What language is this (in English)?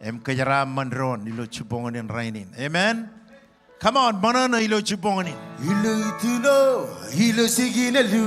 Marshallese